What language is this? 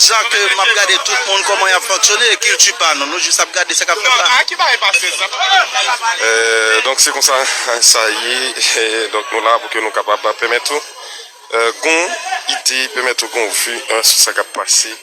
Haitian Creole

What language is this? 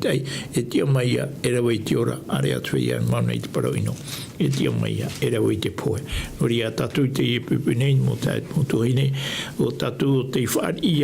Tahitian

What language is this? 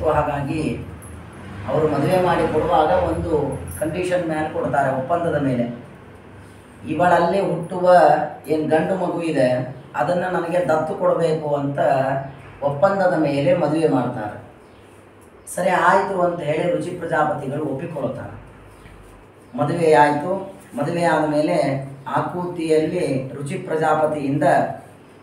Kannada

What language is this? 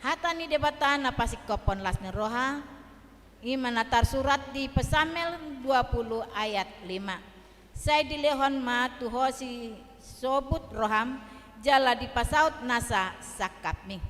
Batak Toba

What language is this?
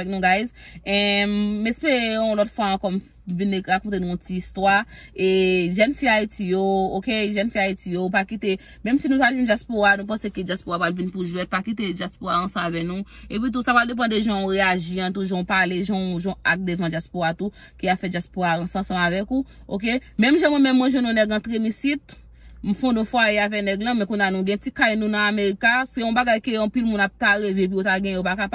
Haitian Creole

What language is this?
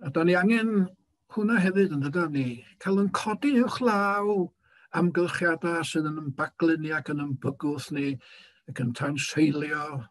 Welsh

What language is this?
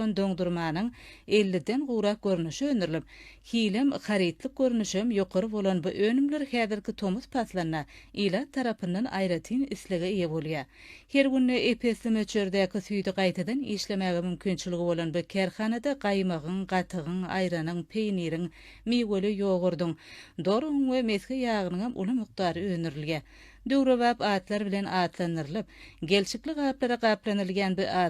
Turkmen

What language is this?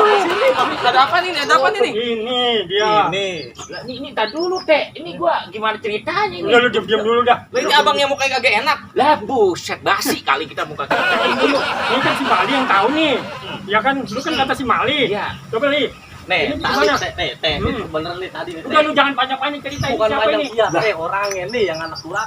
Betawi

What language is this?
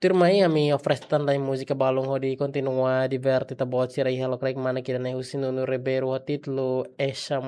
Tetum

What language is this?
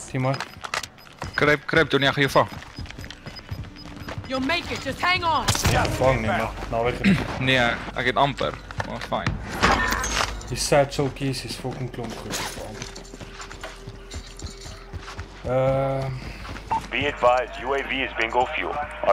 Afrikaans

